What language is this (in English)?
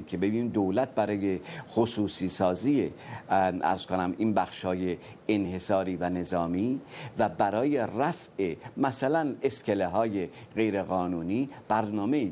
Persian